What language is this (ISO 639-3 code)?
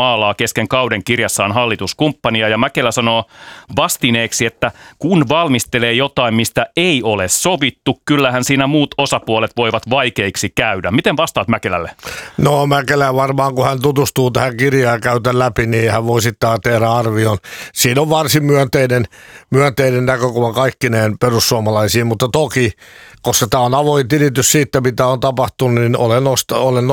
fin